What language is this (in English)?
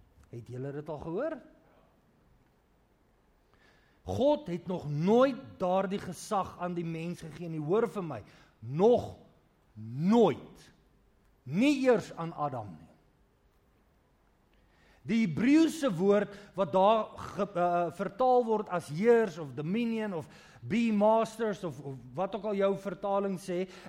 Afrikaans